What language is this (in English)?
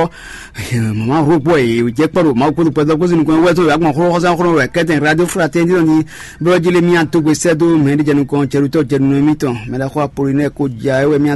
Fon